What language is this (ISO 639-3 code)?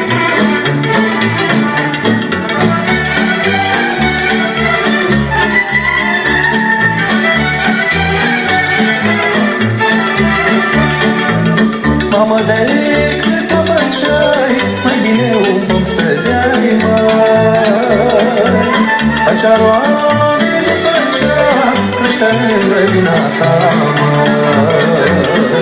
ron